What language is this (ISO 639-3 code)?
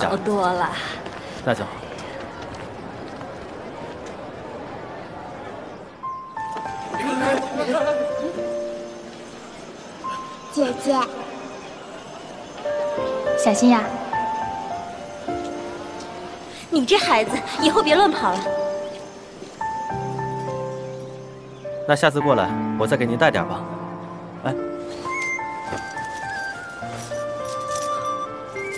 zho